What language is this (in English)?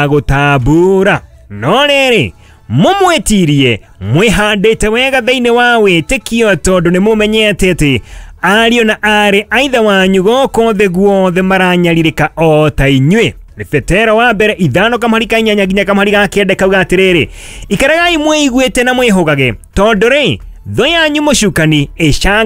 Kikuyu